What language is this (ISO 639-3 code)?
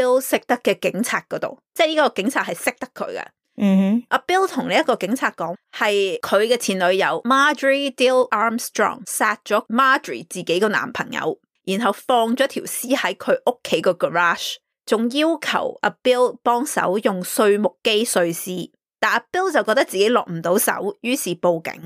yue